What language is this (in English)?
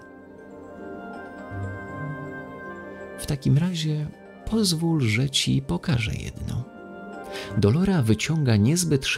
Polish